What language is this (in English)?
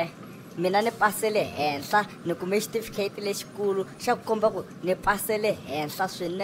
Tsonga